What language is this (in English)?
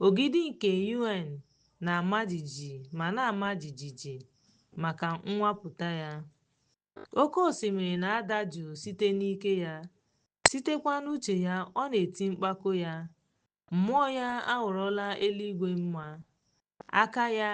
Igbo